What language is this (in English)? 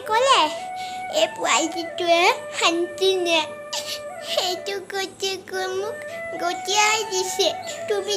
Assamese